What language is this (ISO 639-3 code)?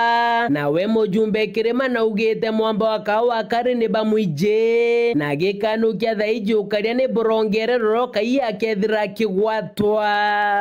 mer